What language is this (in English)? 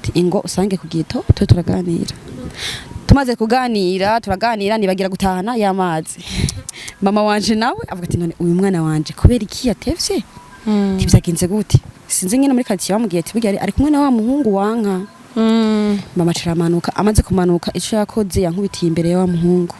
Rundi